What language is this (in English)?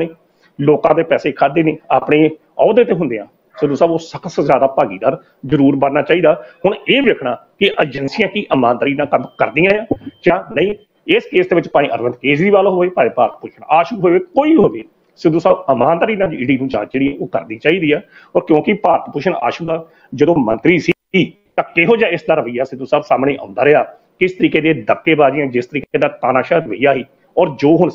Punjabi